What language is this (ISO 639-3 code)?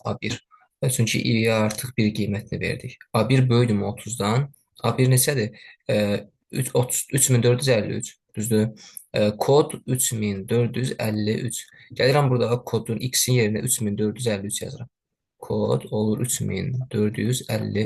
aze